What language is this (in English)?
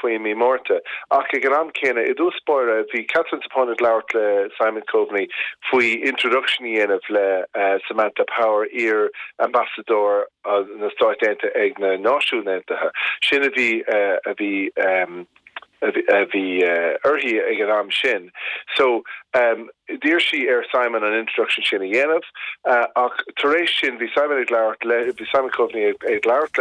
Irish